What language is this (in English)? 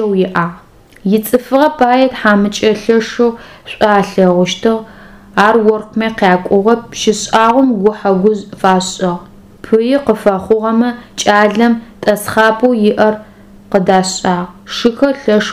Adyghe